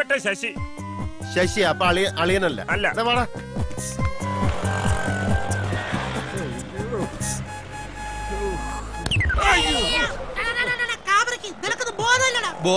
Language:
Malayalam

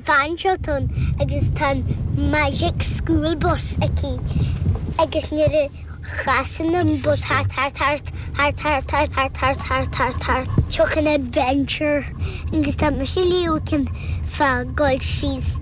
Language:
Irish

